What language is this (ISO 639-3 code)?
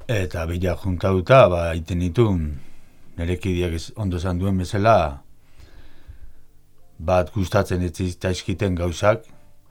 eus